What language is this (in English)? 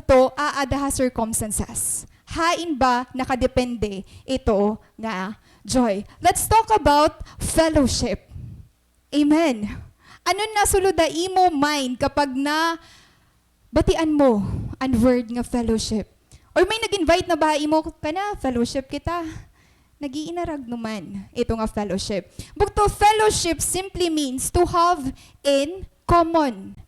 Waray